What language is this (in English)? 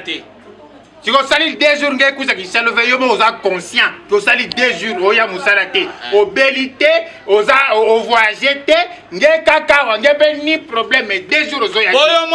Lingala